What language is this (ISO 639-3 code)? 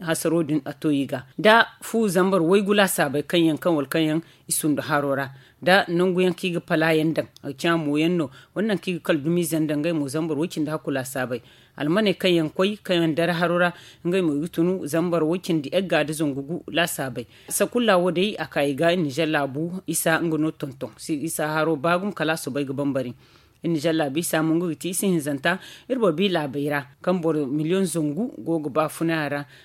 dje